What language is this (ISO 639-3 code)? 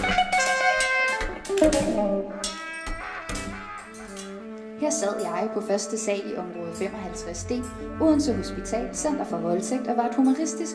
dan